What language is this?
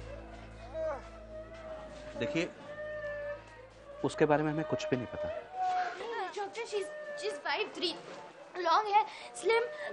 Hindi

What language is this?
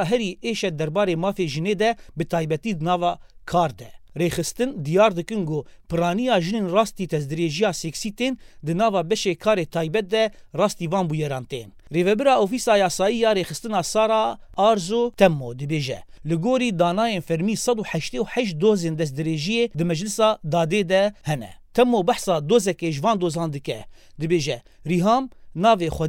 Kurdish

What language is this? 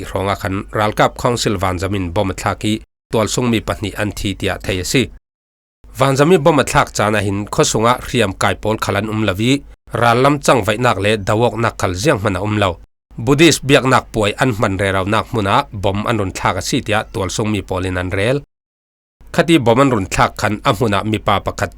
Falam Chin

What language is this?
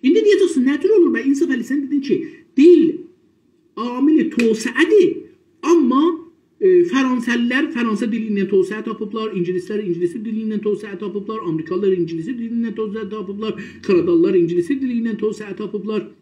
South Azerbaijani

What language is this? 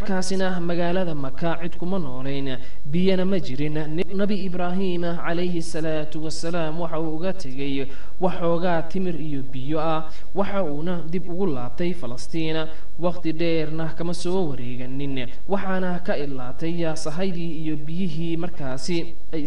Somali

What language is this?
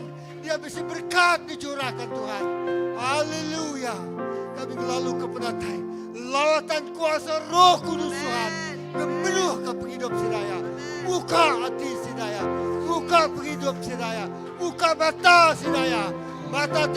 Iban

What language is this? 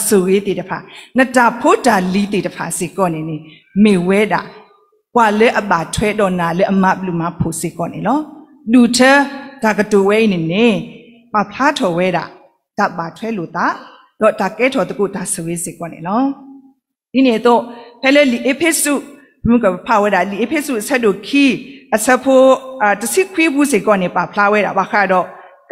S'gaw Karen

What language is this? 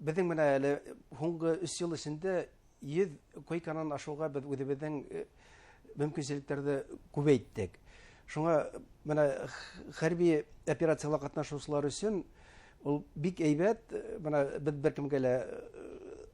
Bashkir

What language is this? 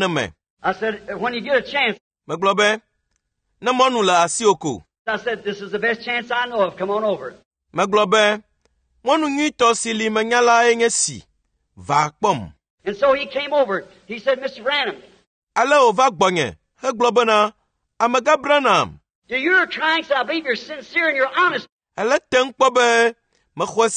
Ewe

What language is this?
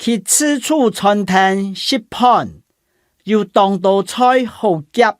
Hakka Chinese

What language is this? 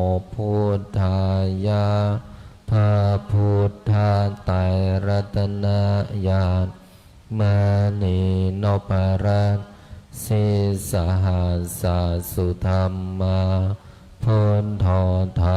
Pali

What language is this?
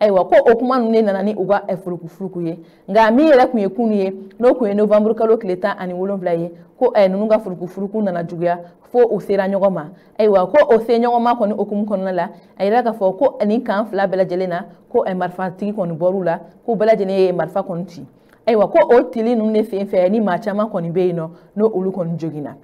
Bambara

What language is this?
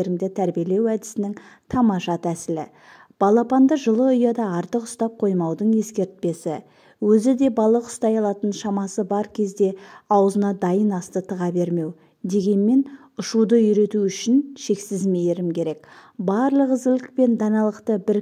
Kazakh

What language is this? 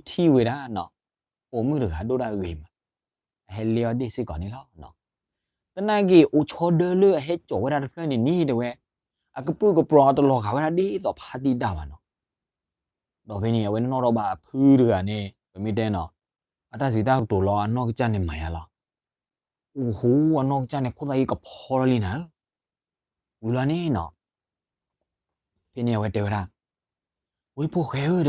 S'gaw Karen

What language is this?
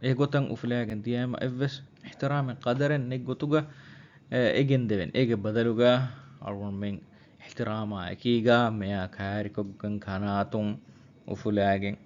Divehi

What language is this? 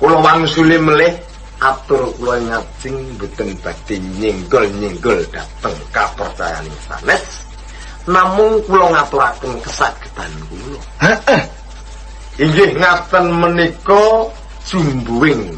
Javanese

